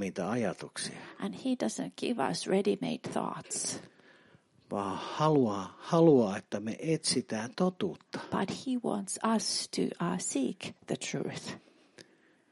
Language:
Finnish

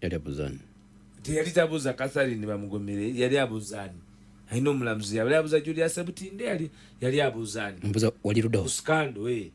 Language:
Ganda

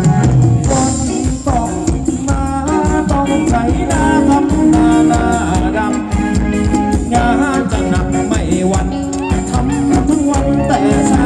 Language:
Thai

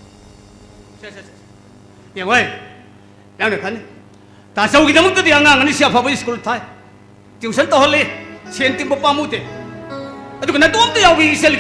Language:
Manipuri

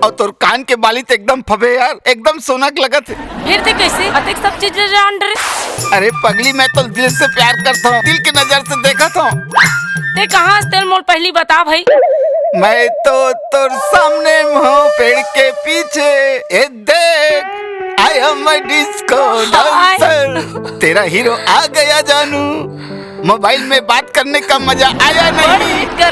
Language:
Chhattisgarhi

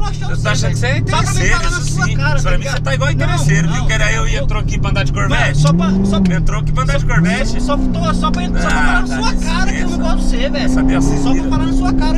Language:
Portuguese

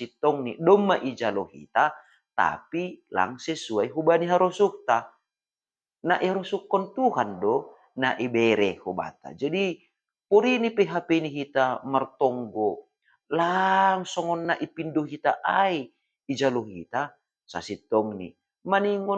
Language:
Batak Simalungun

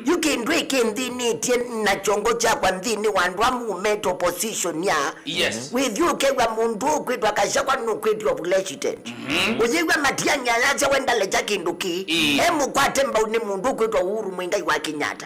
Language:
Kamba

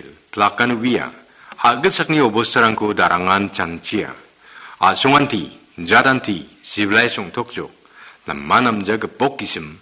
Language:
Garo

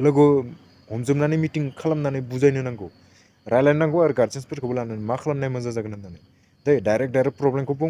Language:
Bodo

